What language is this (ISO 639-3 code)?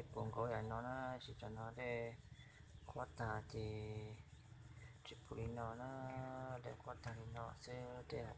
hmn